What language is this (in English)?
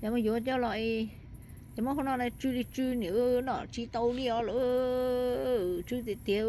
Hmong